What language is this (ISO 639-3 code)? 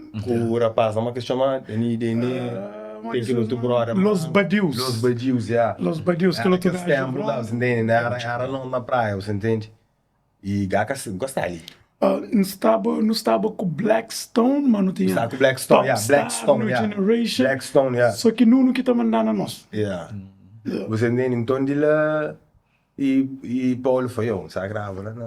kea